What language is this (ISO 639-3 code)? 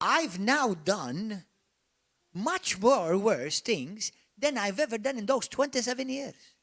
eng